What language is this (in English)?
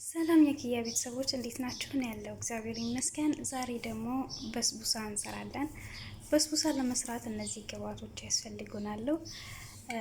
Amharic